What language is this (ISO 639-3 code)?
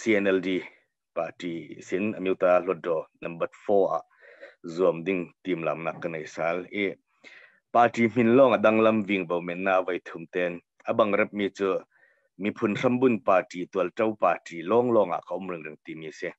cnh